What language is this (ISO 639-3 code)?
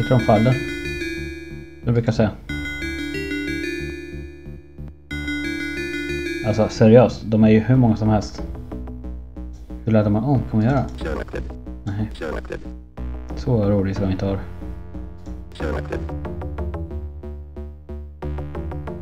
swe